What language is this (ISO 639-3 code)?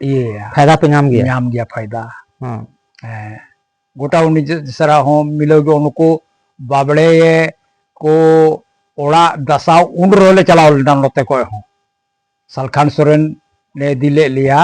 sat